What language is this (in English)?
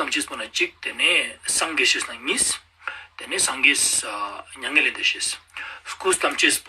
Ladakhi